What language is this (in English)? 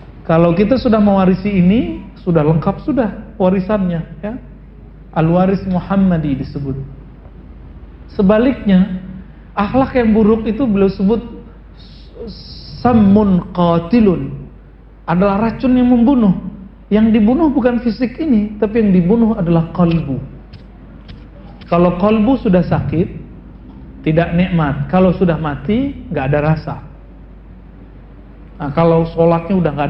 Indonesian